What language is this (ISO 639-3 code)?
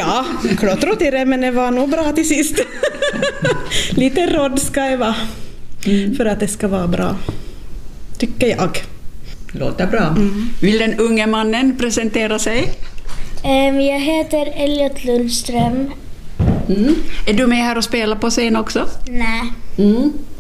swe